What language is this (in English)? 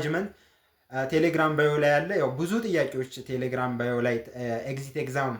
Amharic